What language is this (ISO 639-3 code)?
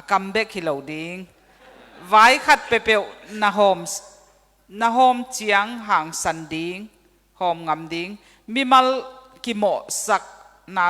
ctd